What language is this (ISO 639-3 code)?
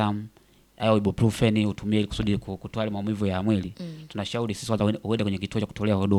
swa